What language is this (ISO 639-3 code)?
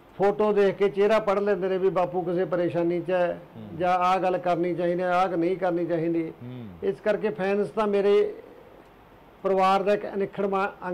pan